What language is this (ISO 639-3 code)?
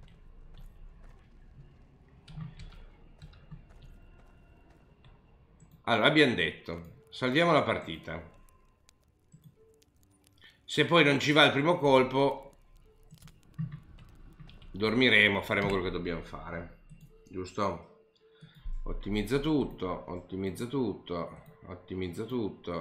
ita